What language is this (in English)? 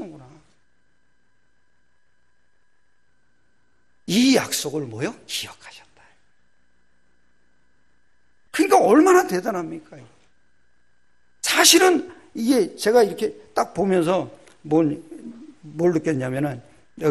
Korean